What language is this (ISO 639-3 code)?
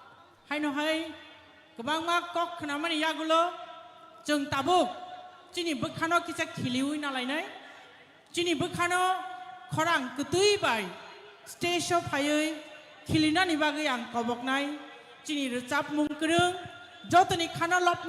trp